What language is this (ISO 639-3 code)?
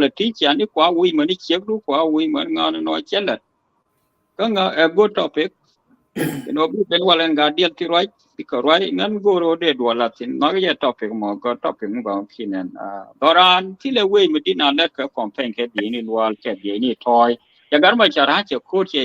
nus